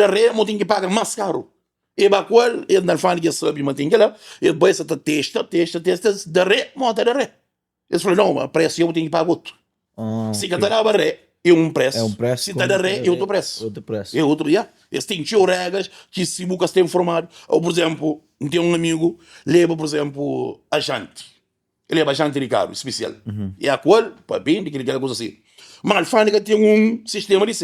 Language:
Kabuverdianu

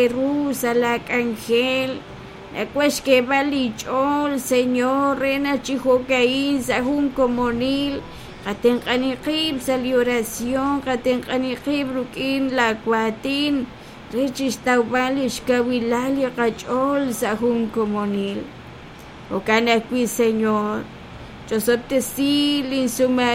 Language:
Kekchí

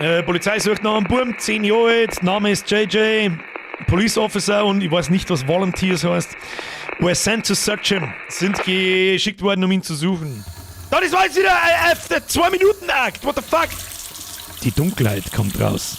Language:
Bavarian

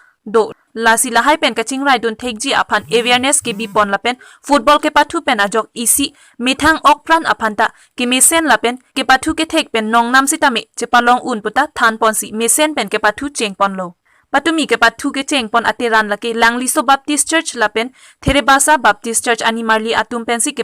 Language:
Karbi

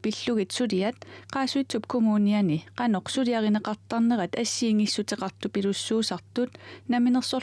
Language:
Kalaallisut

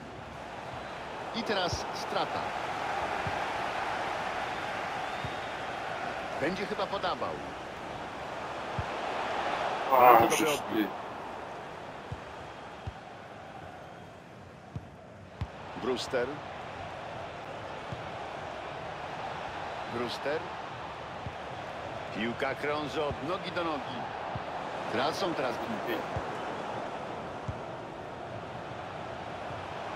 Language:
Polish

